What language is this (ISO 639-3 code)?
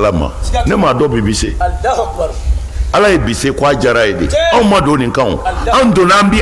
bam